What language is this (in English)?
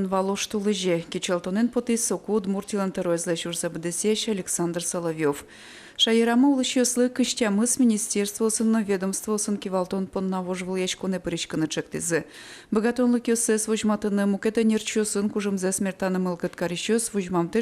Udmurt